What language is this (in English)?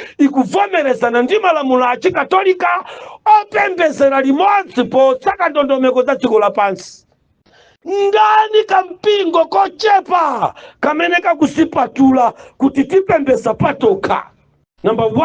Nyanja